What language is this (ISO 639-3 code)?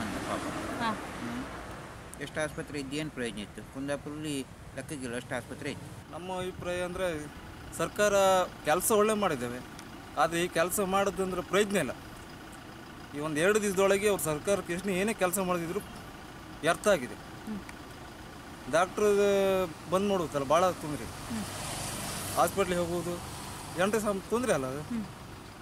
kan